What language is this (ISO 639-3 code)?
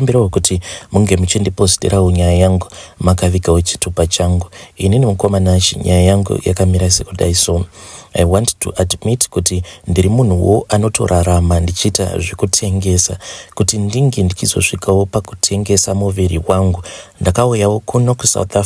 sna